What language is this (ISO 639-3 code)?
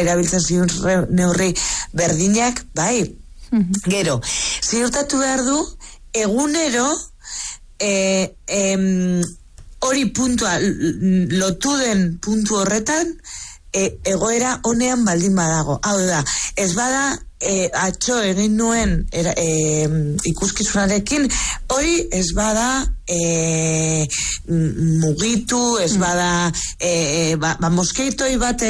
eus